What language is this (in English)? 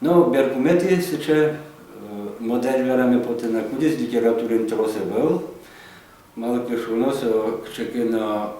Udmurt